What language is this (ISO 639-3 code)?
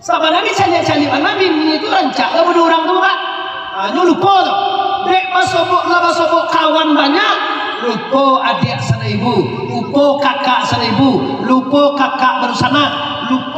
min